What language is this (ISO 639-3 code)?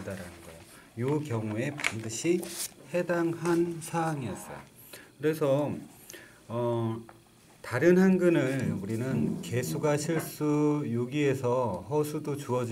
kor